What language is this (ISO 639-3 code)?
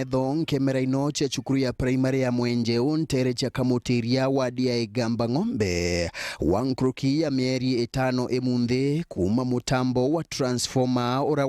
mer